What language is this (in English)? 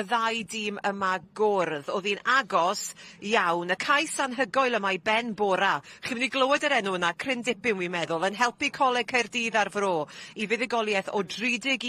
Welsh